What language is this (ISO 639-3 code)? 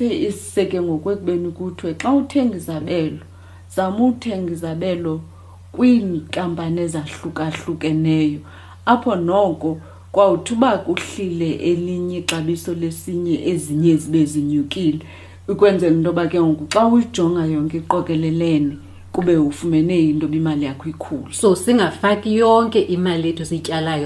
xho